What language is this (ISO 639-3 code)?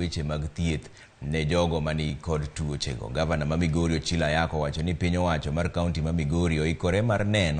luo